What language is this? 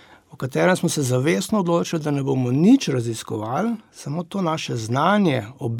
Slovenian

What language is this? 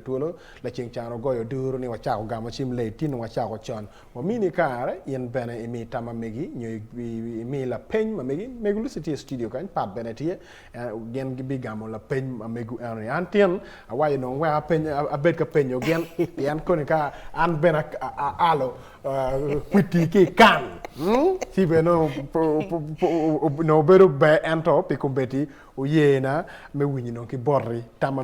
Acoli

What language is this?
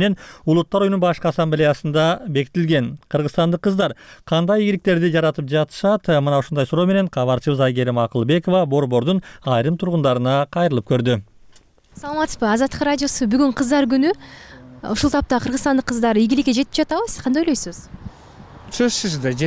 Kyrgyz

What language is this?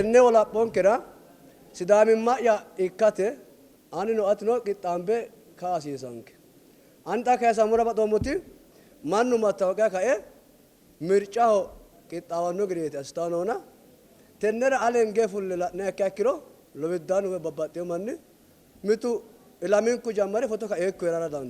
Sidamo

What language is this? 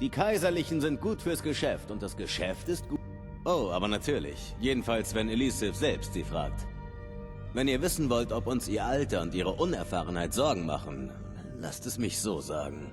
Bavarian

